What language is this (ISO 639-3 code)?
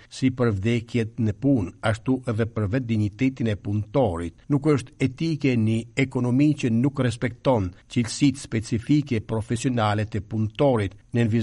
sqi